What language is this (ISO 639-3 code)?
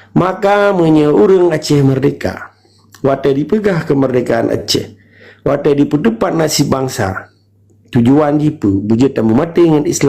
ace